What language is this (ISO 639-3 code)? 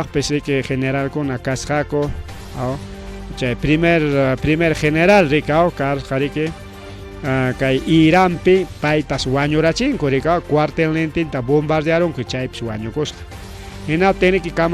quy